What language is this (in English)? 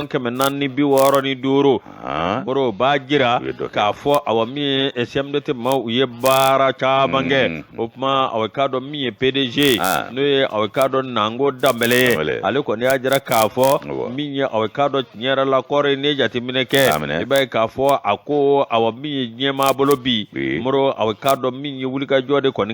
Bambara